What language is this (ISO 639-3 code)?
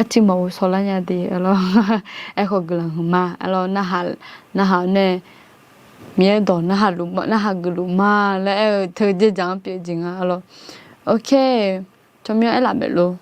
ahk